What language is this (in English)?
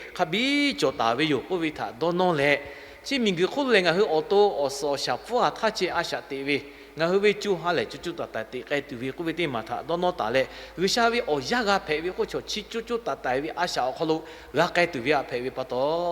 Lahu